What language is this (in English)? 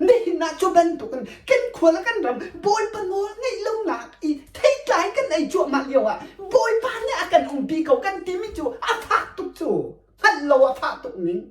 Hakha Chin